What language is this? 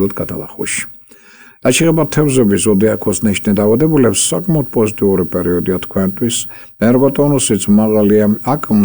Georgian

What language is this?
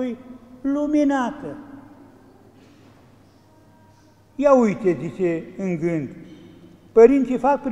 Romanian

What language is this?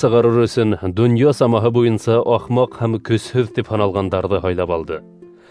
Bashkir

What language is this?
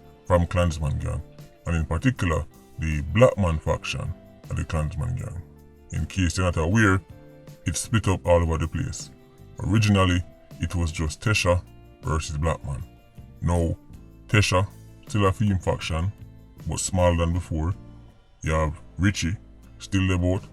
Jamaican Creole English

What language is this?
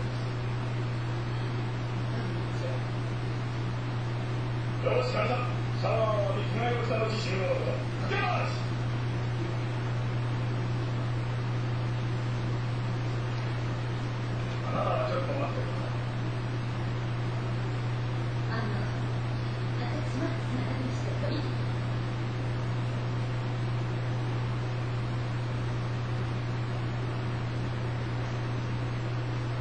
Japanese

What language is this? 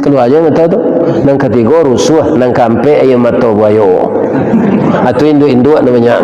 Minangkabau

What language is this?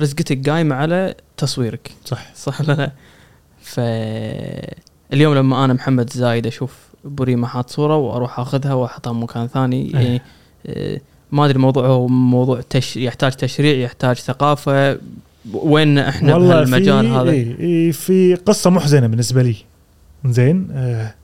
Gulf Arabic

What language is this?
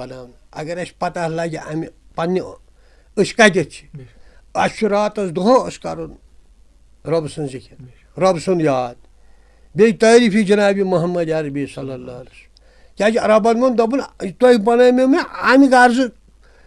Kashmiri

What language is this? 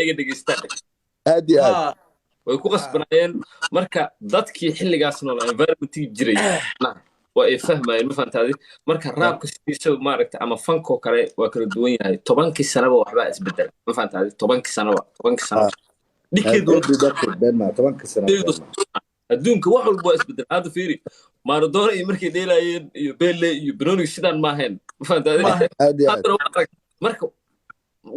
Somali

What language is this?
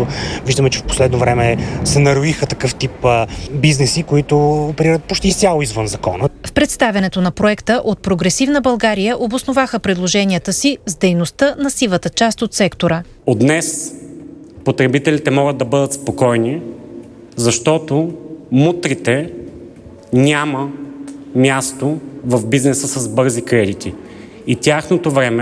Bulgarian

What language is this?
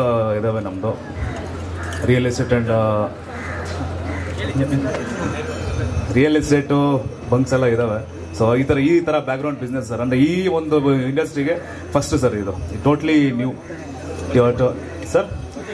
Kannada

